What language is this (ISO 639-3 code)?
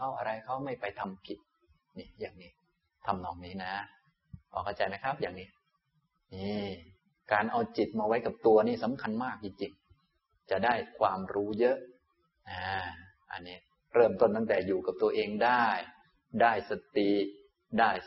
tha